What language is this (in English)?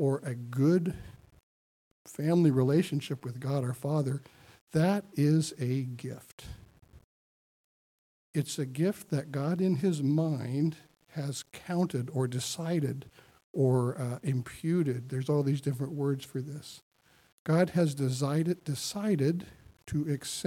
English